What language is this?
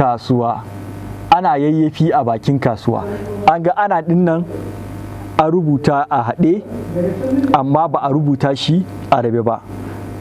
Hausa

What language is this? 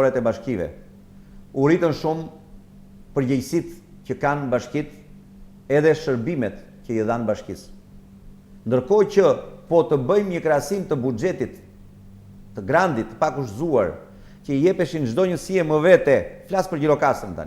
Albanian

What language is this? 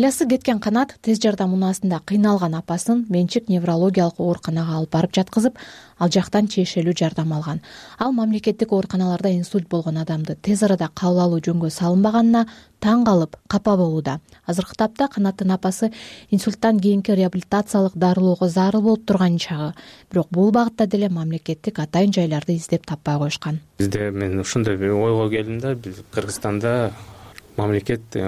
Kyrgyz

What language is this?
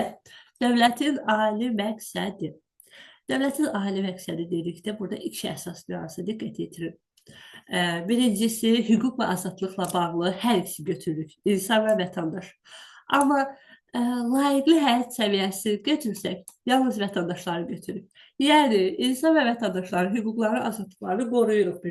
Azerbaijani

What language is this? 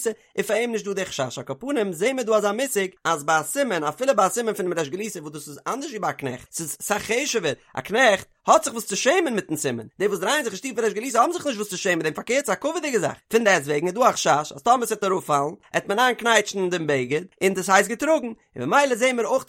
Yiddish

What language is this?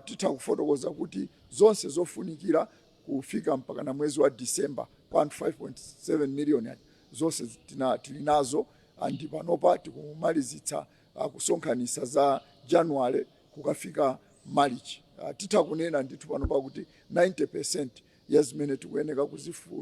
Nyanja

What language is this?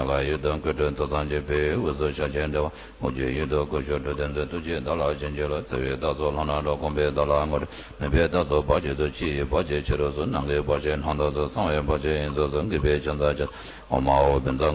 Tibetan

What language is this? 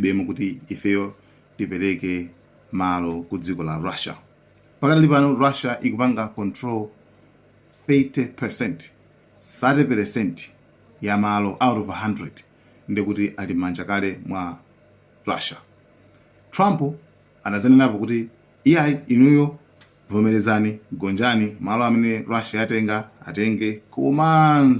Nyanja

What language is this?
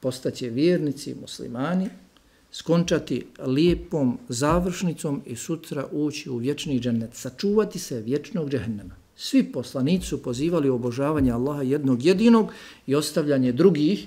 Bosnian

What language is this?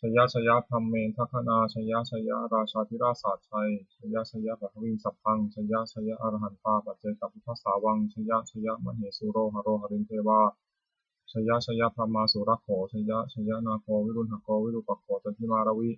Pali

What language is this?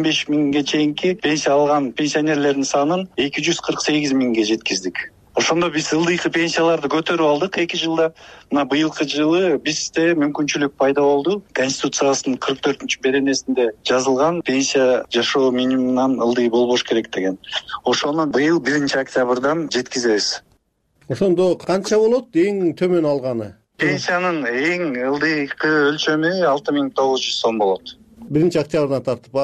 Kyrgyz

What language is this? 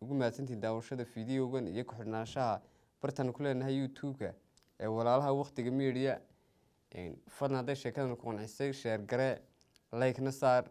Somali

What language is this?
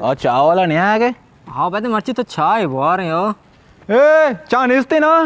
Baluchi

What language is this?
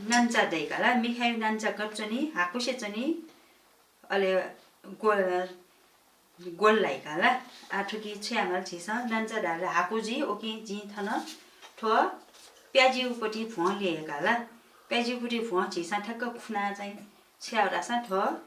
Newari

